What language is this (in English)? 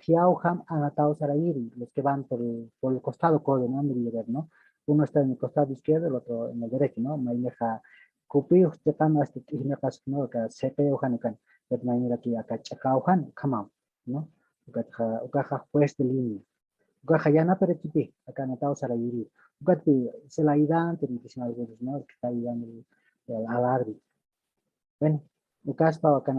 Aymara